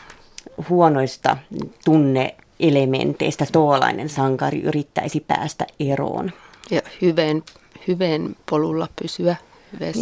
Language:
Finnish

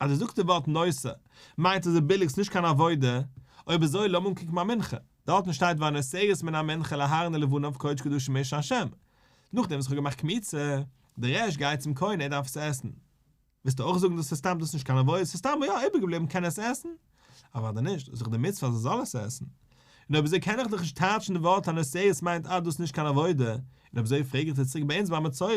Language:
Yiddish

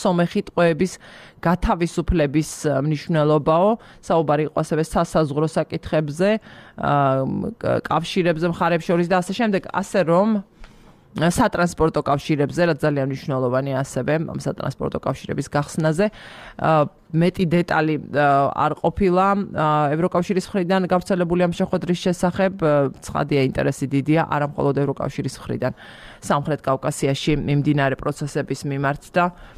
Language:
Georgian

